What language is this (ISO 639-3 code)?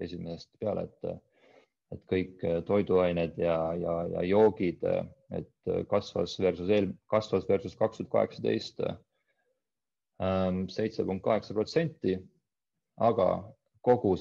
est